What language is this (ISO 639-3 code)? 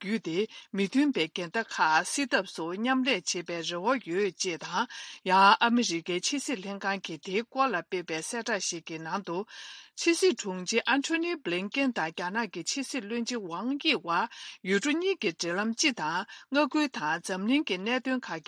bod